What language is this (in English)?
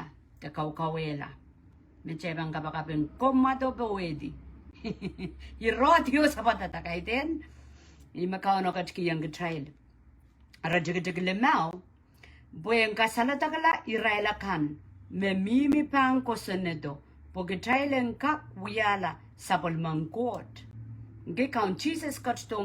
Pohnpeian